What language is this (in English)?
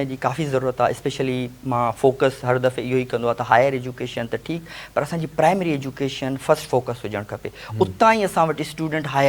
Sindhi